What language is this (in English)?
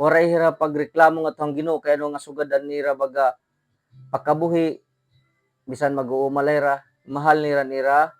Waray